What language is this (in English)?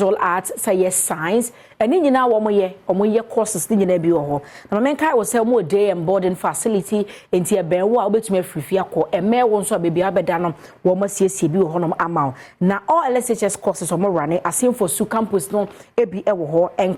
Akan